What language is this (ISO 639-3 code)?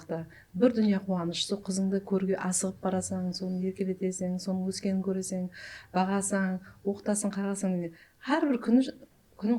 kaa